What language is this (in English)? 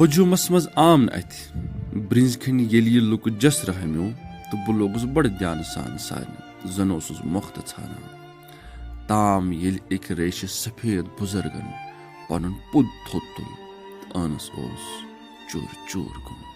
Kashmiri